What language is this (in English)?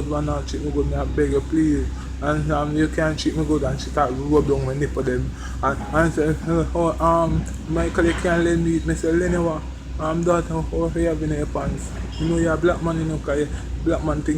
Jamaican Creole English